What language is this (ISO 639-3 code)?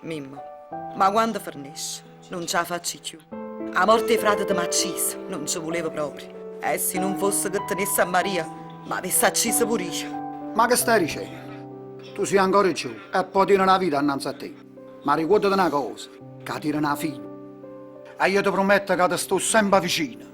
nap